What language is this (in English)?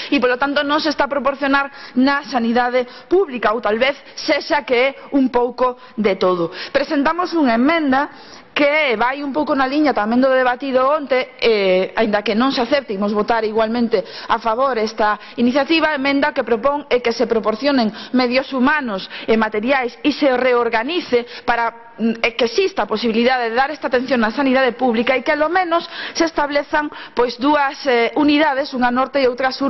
Galician